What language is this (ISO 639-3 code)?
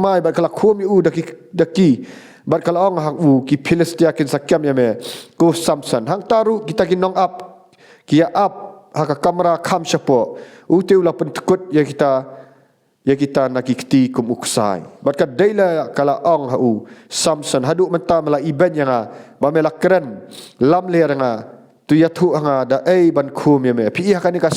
kha